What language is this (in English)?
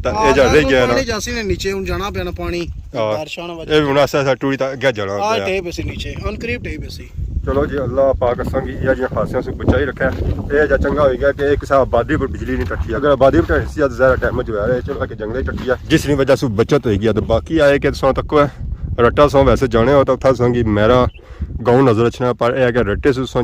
Pahari-Potwari